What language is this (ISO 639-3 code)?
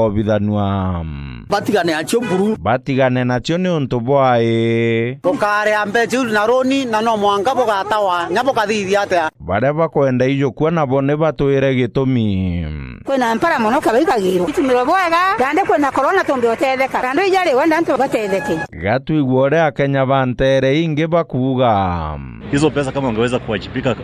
mer